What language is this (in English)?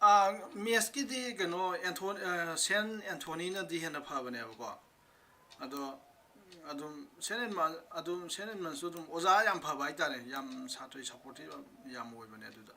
Manipuri